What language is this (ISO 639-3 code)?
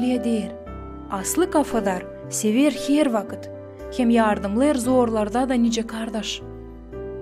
gag